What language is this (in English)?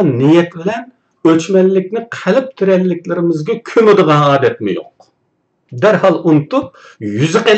Uyghur